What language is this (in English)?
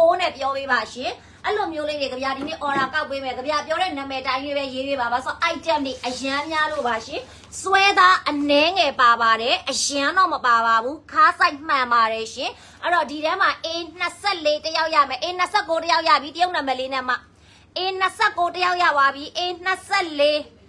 Burmese